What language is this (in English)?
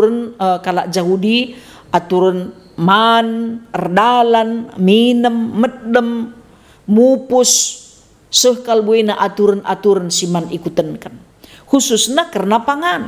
Batak Karo